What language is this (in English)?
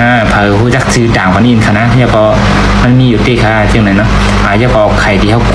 Shan